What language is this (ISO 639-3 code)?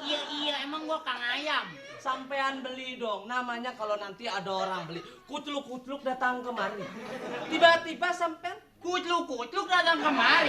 bew